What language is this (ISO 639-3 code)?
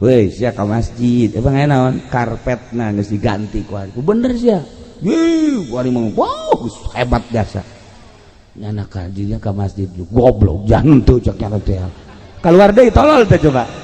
sun